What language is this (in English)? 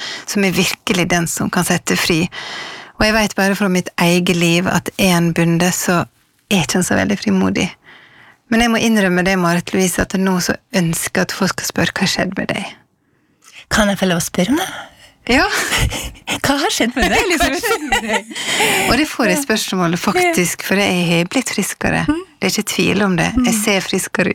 Norwegian